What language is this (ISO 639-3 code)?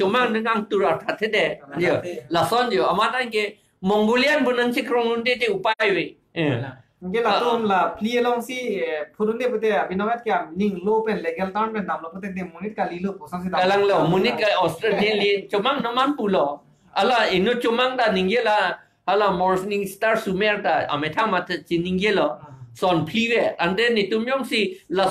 mjw